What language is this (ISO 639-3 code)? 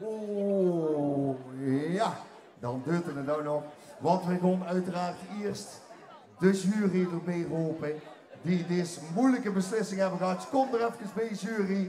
lim